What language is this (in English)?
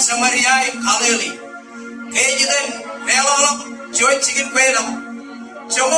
Marshallese